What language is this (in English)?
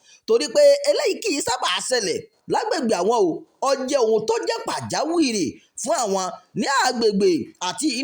Yoruba